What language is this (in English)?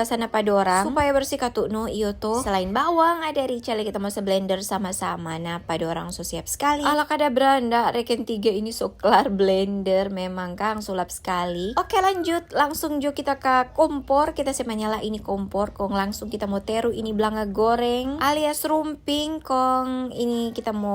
Manado Malay